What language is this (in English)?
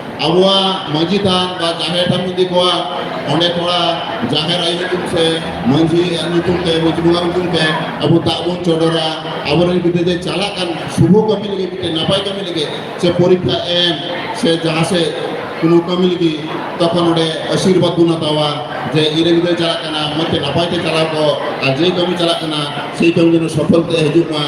Santali